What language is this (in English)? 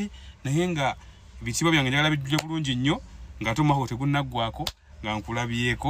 Ganda